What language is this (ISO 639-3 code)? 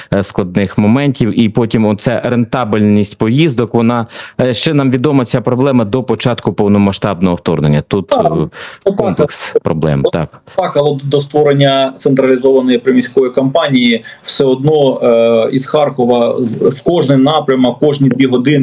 ukr